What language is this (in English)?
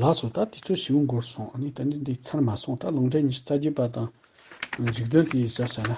Tibetan